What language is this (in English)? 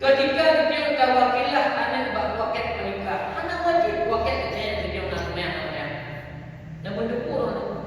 Achinese